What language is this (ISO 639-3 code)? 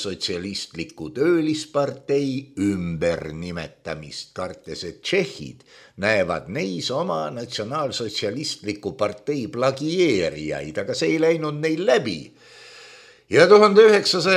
est